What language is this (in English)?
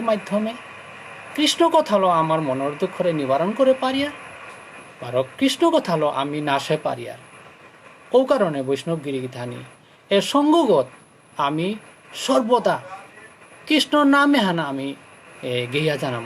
Bishnupriya